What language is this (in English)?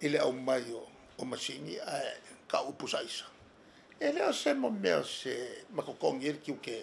Samoan